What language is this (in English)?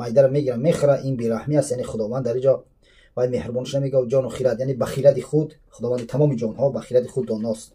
Tajik